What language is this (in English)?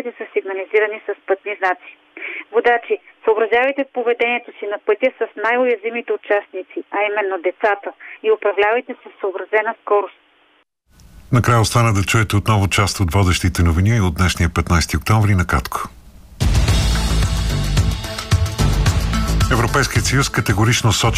Bulgarian